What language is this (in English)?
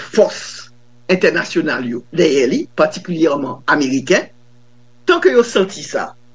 Haitian Creole